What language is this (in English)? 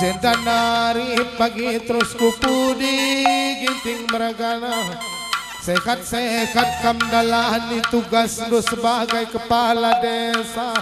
Batak Karo